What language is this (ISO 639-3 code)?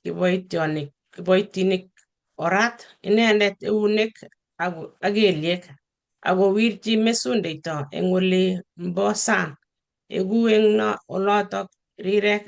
kln